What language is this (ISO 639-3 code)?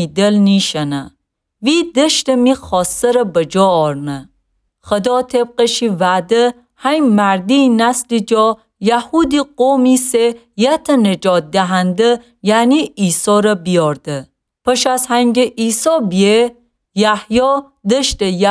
glk